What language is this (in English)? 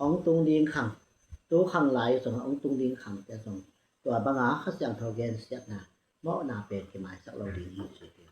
Tedim Chin